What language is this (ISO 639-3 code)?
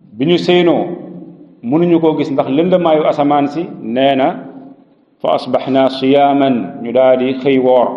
wol